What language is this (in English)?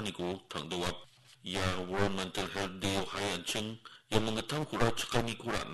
Garo